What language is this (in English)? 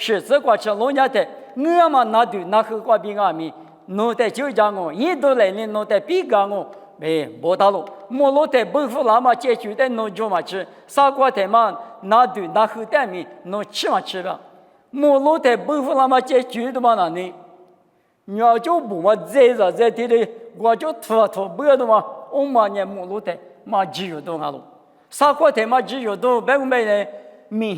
Lisu